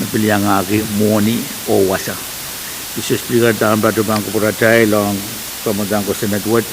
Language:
Pohnpeian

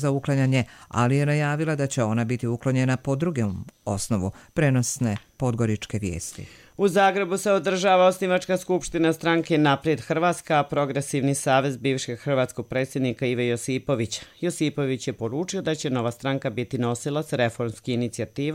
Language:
Bosnian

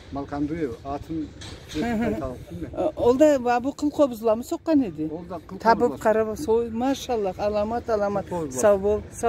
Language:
Karachay-Balkar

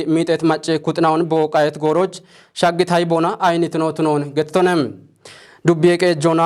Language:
Kafa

